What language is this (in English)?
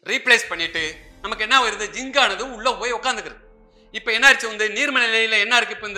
Tamil